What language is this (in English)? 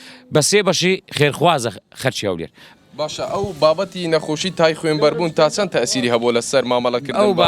Central Kurdish